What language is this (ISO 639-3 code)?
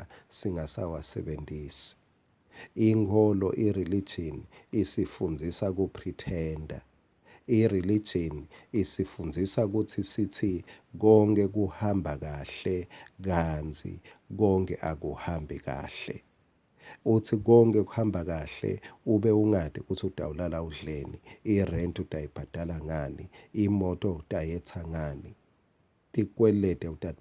ssw